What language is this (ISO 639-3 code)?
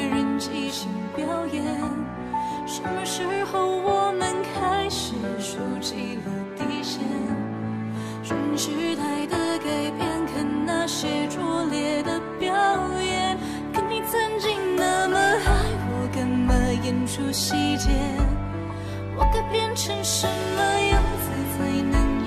zho